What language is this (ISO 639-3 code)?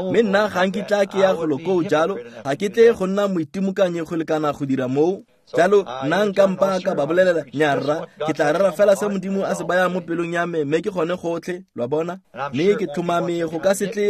tsn